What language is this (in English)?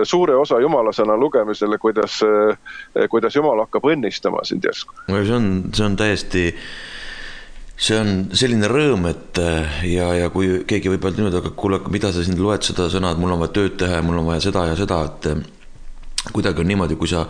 Estonian